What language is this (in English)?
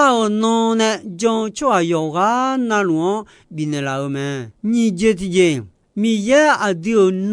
Akha